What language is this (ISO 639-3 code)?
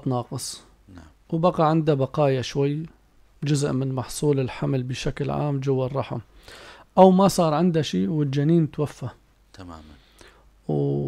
apc